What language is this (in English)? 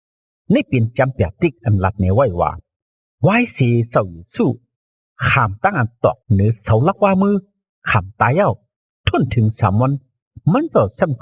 Shan